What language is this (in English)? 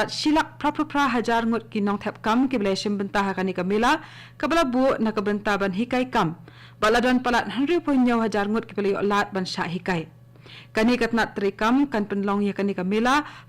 Khasi